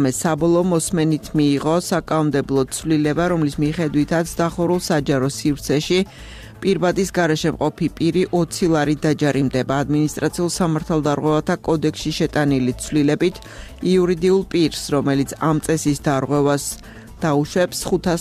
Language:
Georgian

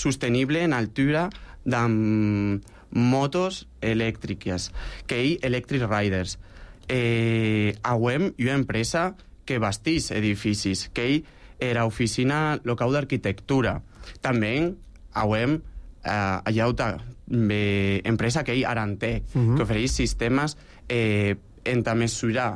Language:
Catalan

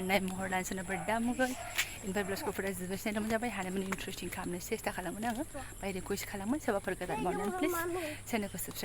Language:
Bodo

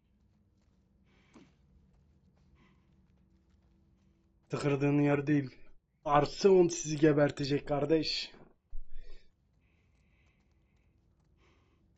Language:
Turkish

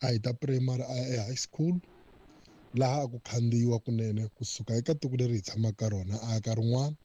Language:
Tsonga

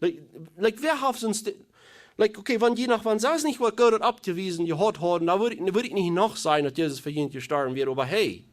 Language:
Plautdietsch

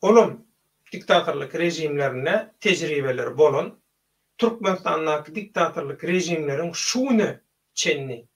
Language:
Turkmen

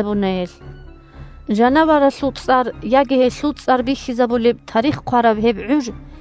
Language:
Avaric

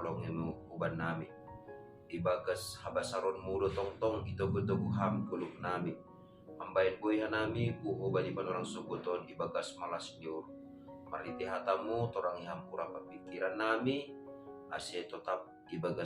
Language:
Batak Simalungun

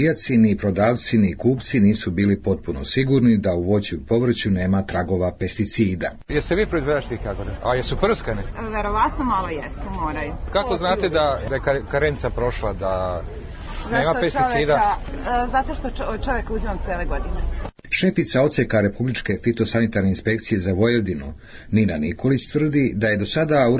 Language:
Serbian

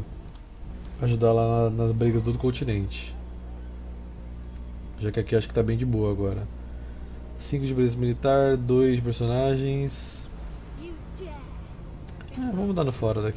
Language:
Portuguese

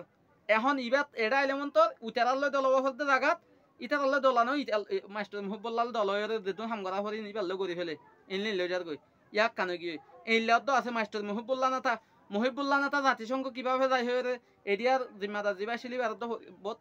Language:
Rohingya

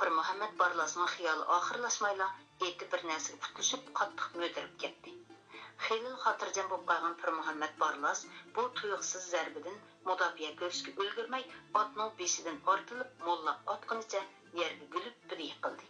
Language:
Uyghur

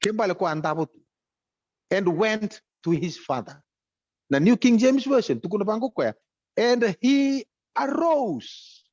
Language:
Fijian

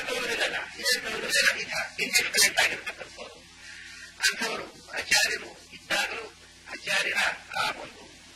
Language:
Kannada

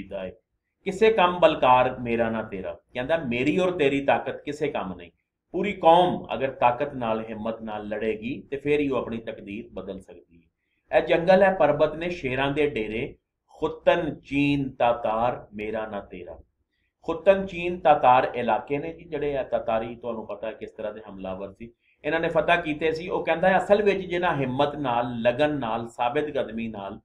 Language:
Punjabi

